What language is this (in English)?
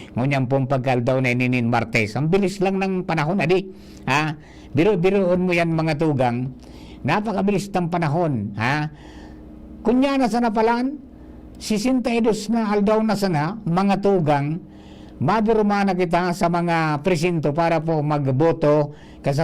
Bikol